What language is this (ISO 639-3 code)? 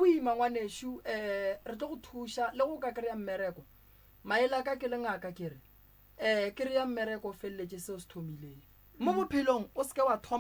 nso